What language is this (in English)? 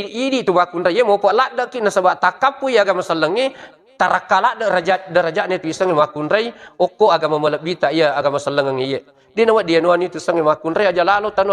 Buginese